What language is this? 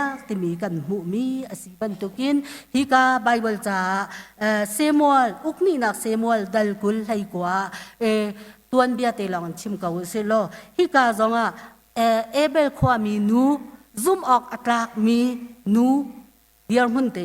Hakha Chin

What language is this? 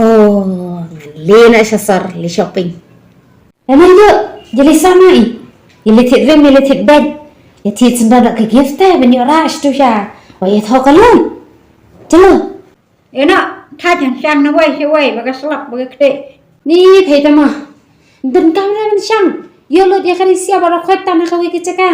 Khasi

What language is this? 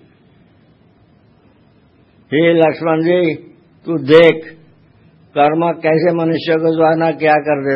Hindi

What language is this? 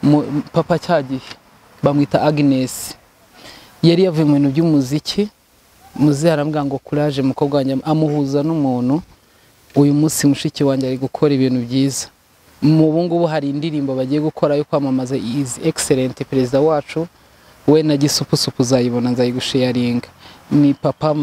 Kinyarwanda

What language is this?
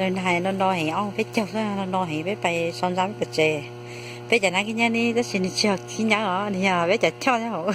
Hmong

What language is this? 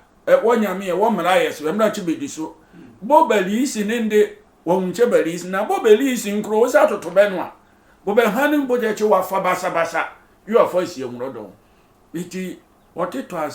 Sehwi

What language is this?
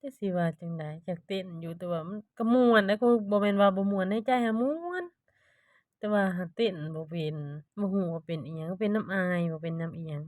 Lao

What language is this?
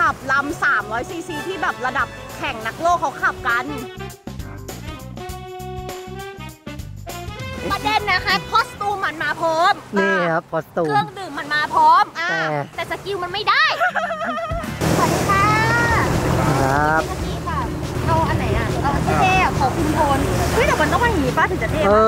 Thai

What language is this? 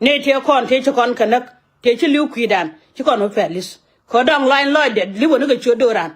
Nuer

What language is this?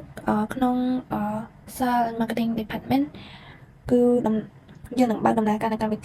Khmer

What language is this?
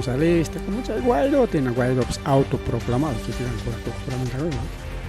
Ayacucho Quechua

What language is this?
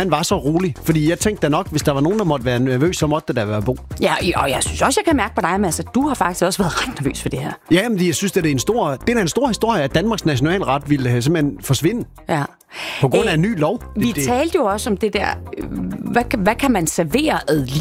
Danish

